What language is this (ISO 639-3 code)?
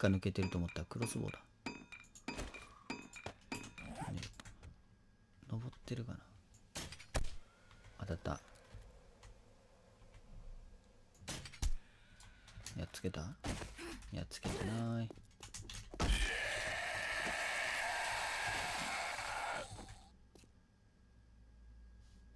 jpn